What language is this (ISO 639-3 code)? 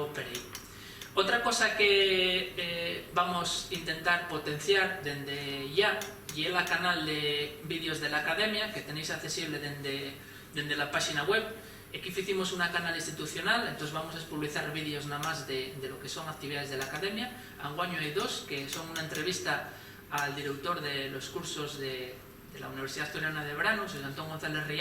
ast